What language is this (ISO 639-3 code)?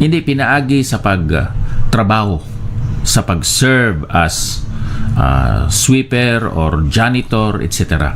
hil